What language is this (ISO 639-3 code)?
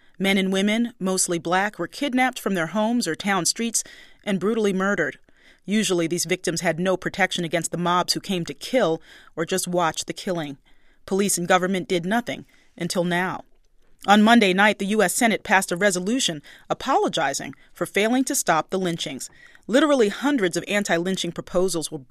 eng